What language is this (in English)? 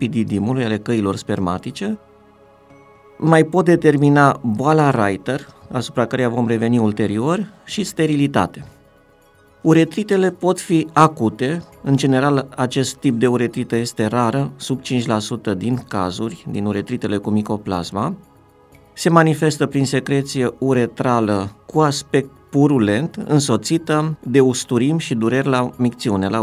Romanian